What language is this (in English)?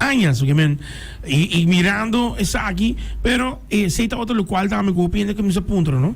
Papiamento